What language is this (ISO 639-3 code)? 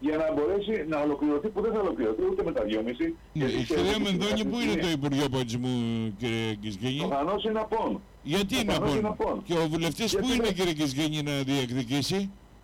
ell